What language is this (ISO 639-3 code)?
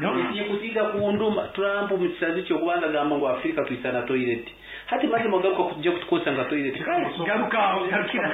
nyn